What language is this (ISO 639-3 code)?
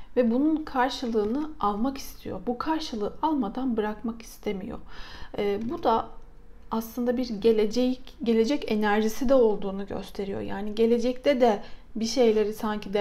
tur